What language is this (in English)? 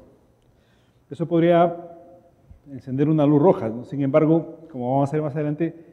Spanish